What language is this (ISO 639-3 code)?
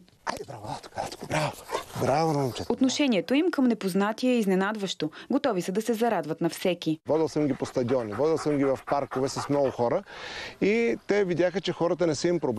bul